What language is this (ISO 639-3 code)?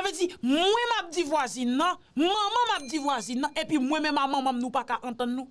hat